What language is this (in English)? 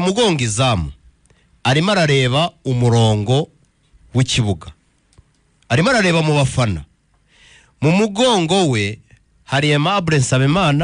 Kinyarwanda